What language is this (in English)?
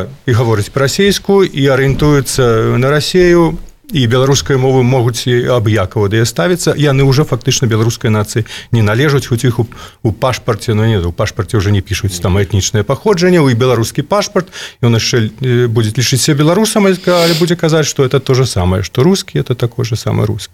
Belarusian